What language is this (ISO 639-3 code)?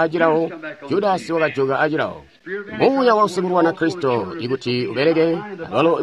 toi